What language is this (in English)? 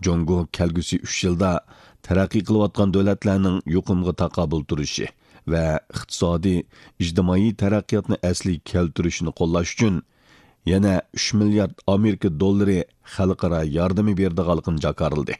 Uyghur